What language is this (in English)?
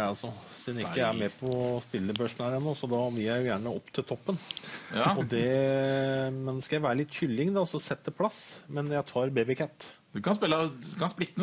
Norwegian